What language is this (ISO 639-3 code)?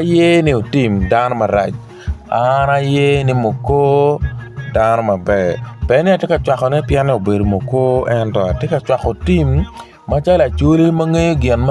ach